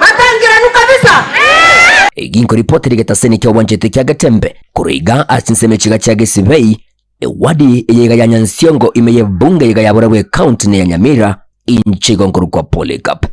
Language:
Gusii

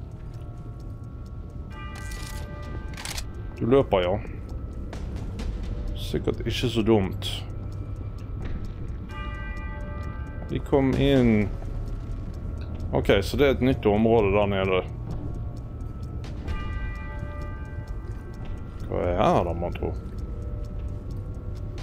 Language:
Norwegian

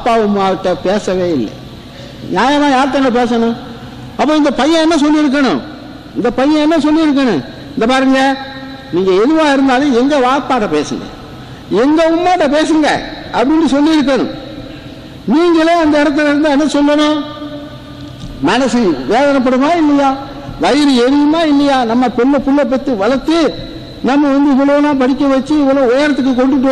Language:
Tamil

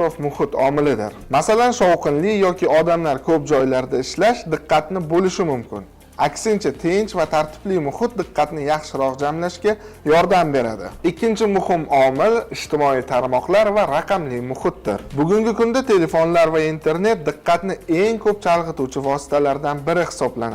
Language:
Uzbek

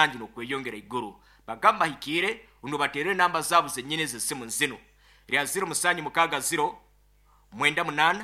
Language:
Nyoro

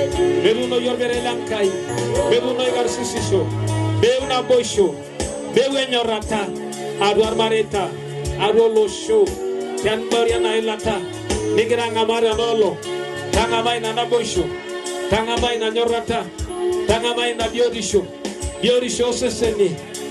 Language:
Masai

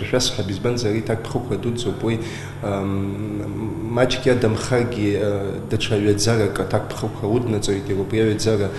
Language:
Abkhazian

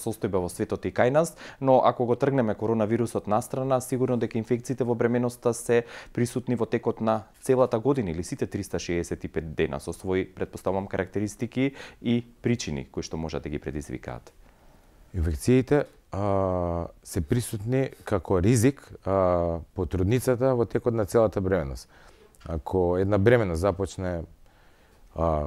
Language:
Macedonian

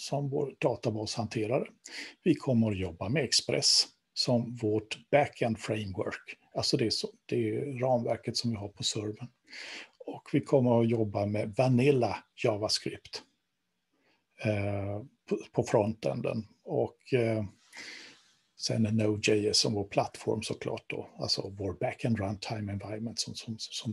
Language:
Swedish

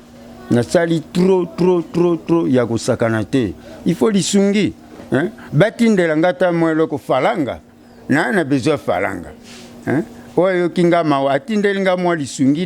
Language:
Lingala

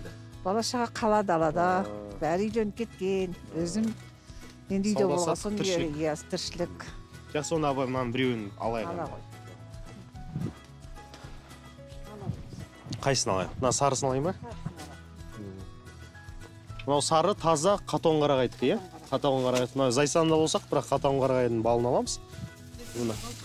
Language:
Kazakh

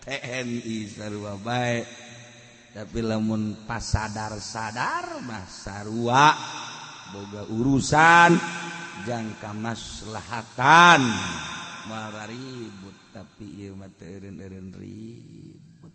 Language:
Sundanese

